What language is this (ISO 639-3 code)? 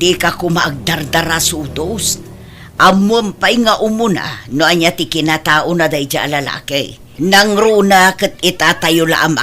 ilo